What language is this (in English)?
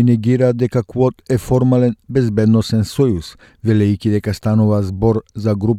Macedonian